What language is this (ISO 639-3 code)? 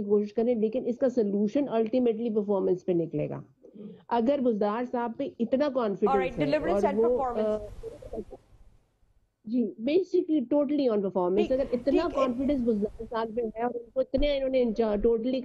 urd